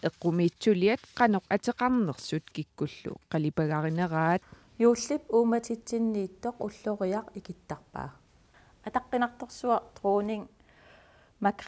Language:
Kalaallisut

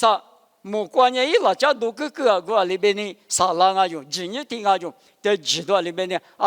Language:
Lisu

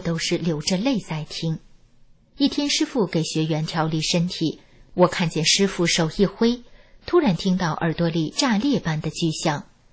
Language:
Chinese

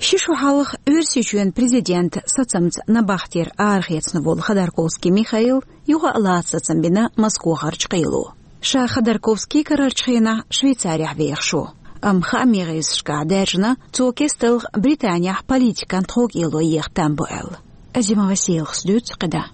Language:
Chechen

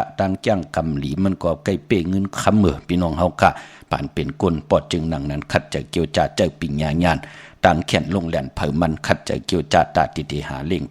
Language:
Shan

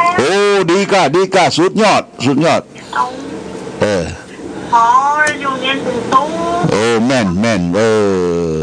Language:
Pali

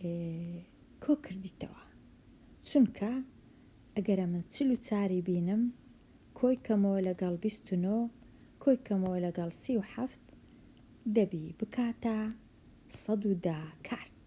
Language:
Central Kurdish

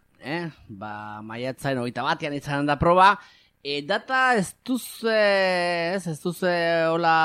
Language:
Basque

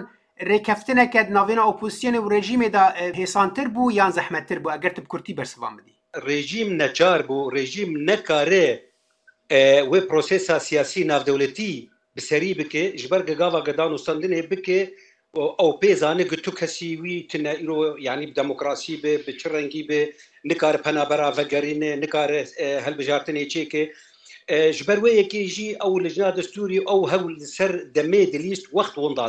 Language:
Kurdish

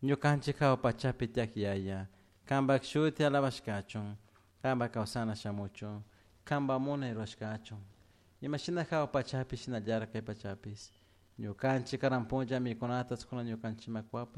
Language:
Chimborazo Highland Quichua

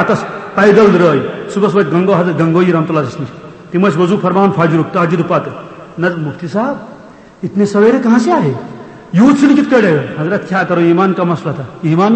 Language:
Kashmiri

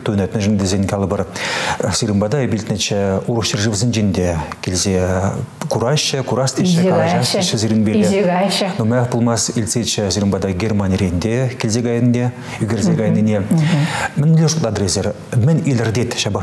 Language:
Chuvash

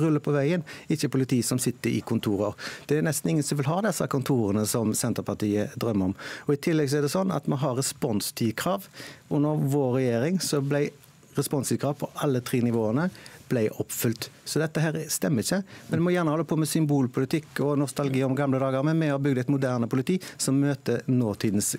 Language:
Norwegian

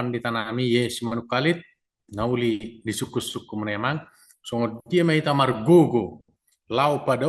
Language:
Batak Toba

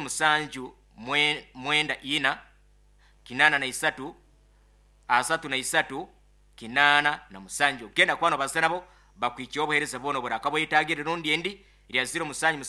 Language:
Nyoro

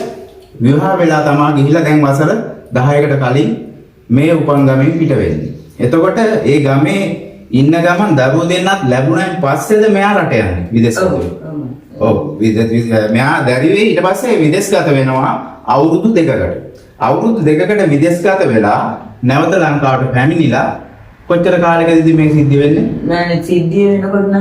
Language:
Sinhala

